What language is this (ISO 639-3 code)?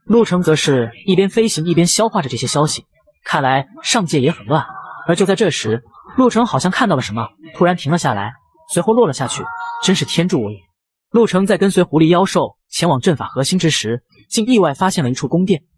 zho